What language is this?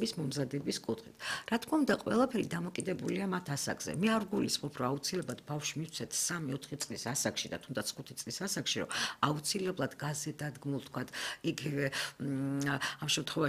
Georgian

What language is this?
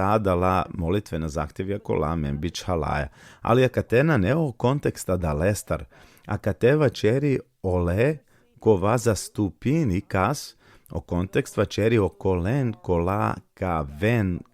Balkan Romani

